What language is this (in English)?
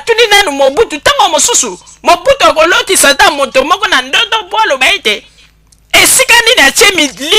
Lingala